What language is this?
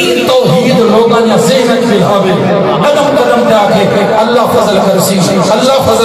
Saraiki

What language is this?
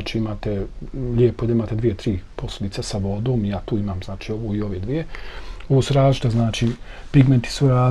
Bosnian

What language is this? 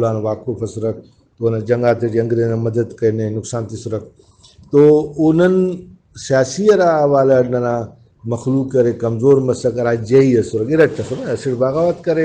Brahui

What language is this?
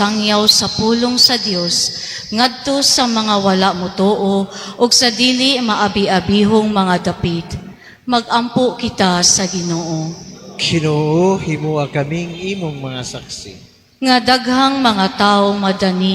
Cebuano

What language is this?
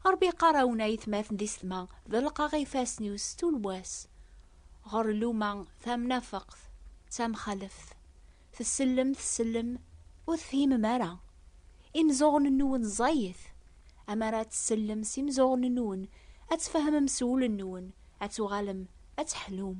Kabyle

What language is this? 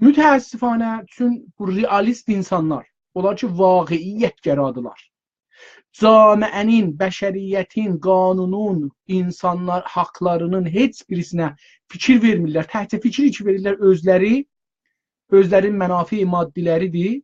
South Azerbaijani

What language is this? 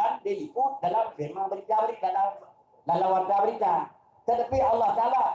Achinese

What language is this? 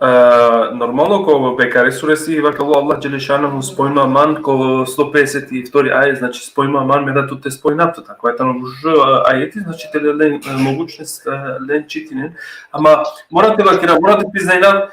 Balkan Romani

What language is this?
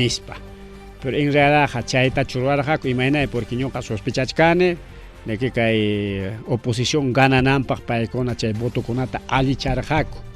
Ayacucho Quechua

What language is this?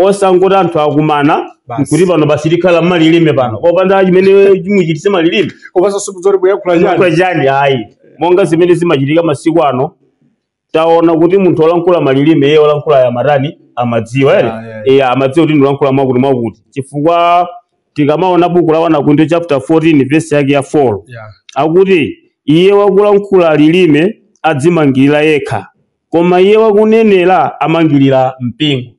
Nyanja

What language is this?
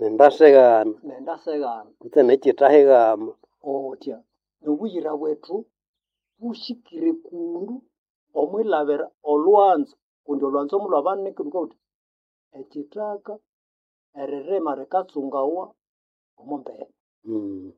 Nande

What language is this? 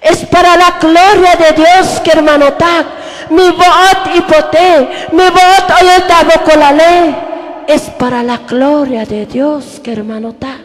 Tzotzil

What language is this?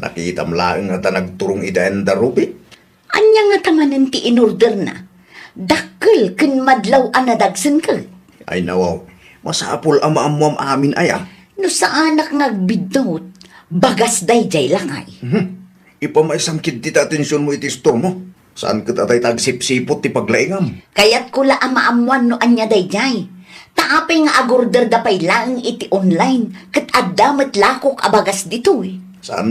Iloko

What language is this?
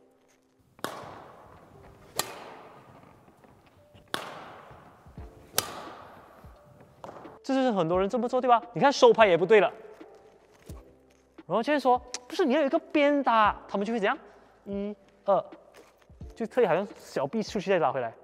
Chinese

